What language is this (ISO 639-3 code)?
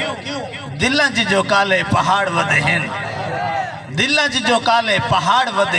skr